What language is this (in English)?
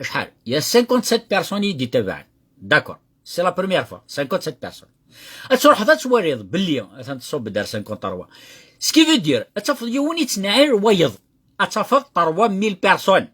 Kabyle